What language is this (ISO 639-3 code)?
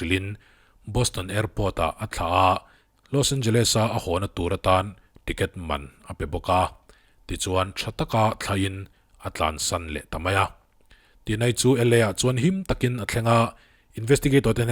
lus